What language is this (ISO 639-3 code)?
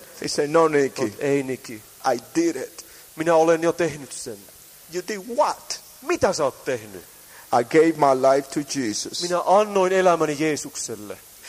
fin